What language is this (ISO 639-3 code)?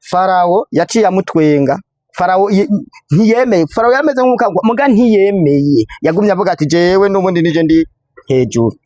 run